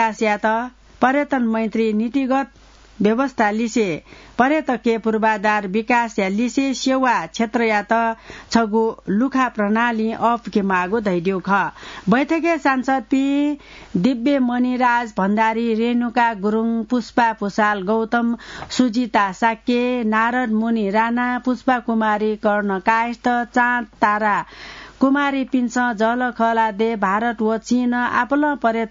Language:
Newari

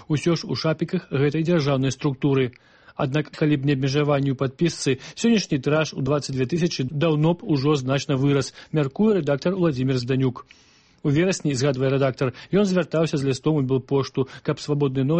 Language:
Belarusian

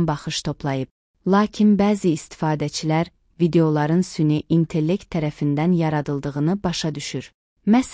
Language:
Azerbaijani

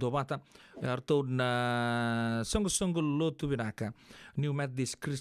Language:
Fijian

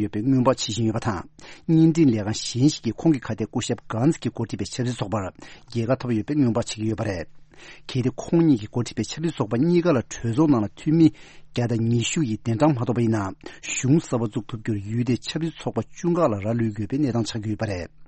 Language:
Tibetan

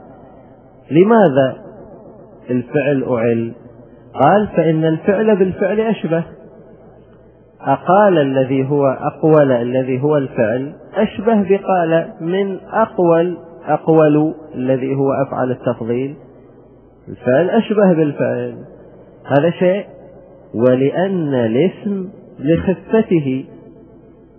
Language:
Arabic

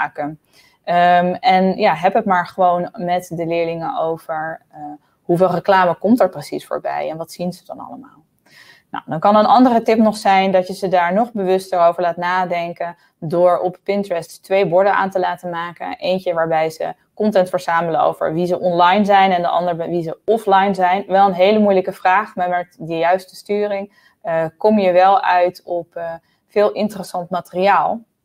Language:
Dutch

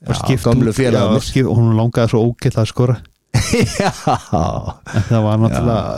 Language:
Icelandic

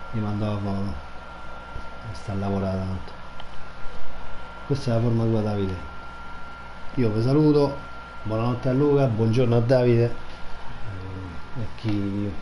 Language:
Italian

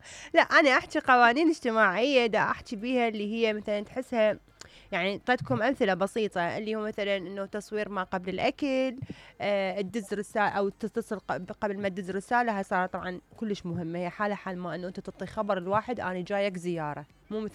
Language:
Mesopotamian Arabic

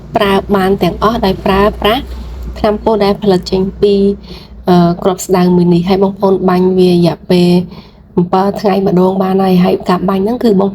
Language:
Khmer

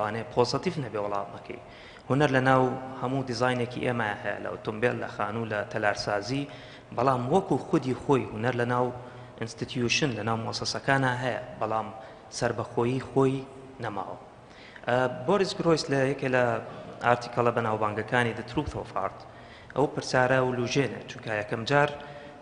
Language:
Central Kurdish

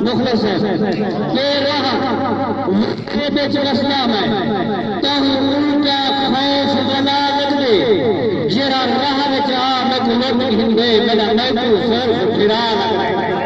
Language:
Saraiki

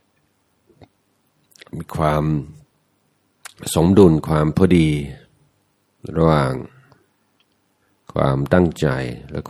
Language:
Thai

